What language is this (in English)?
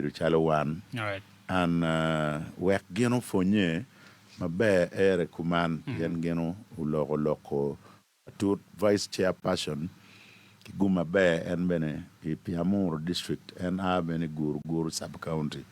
Acoli